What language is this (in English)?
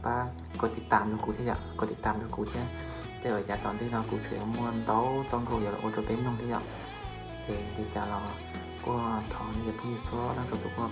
Hmong